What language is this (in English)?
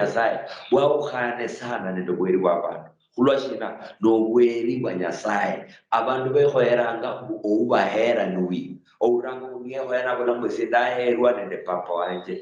Luyia